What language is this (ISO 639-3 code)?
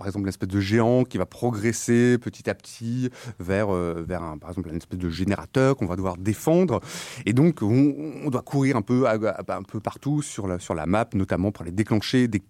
fra